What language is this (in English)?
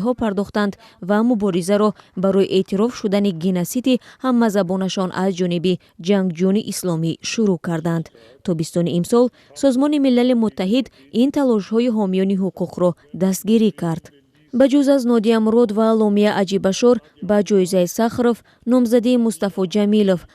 Tajik